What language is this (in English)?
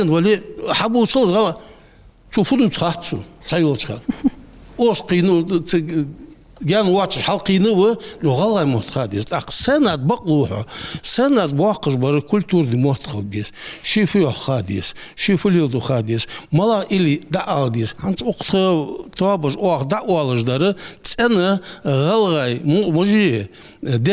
Ingush